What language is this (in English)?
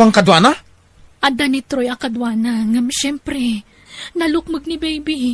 Iloko